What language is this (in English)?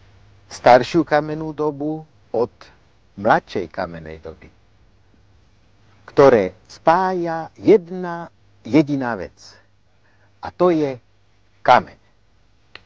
Slovak